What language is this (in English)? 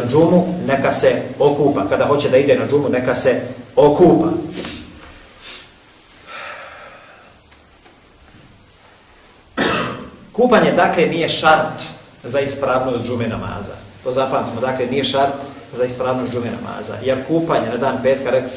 Bosnian